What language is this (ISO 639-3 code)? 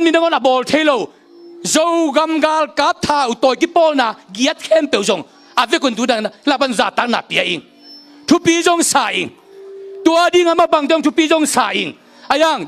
ctd